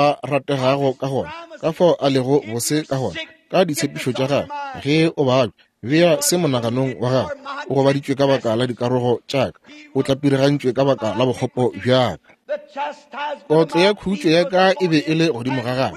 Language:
Northern Sotho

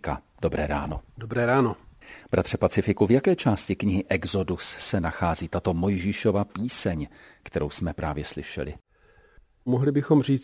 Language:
Czech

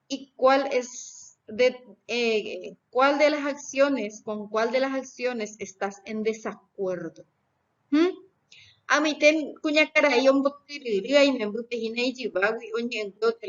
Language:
Guarani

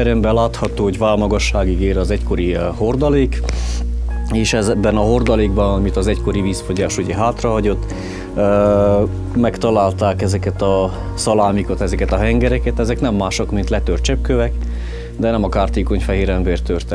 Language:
Hungarian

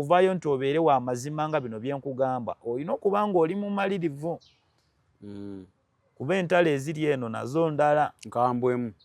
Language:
Ganda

